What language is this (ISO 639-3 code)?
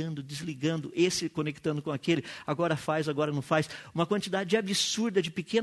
por